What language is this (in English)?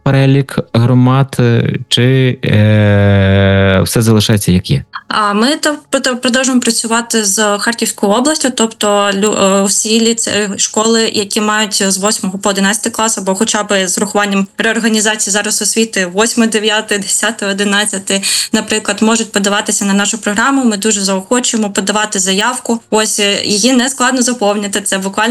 Ukrainian